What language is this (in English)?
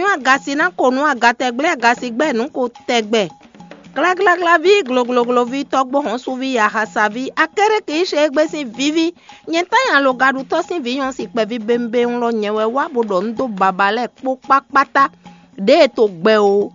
Fon